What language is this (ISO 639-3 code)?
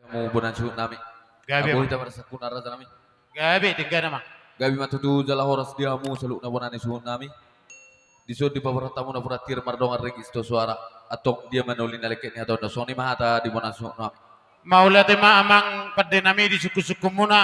bbc